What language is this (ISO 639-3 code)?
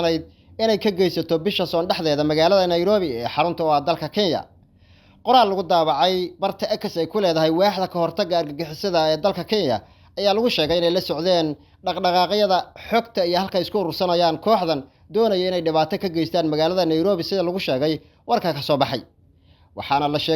som